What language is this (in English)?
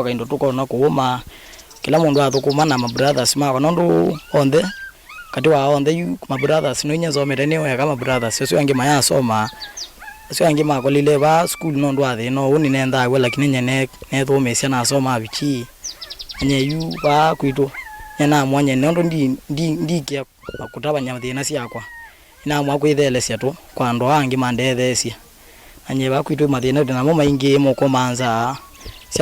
Kamba